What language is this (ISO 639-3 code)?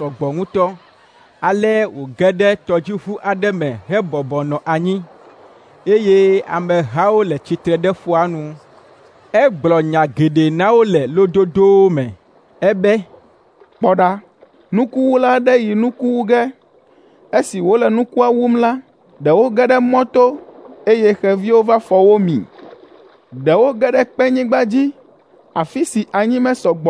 ewe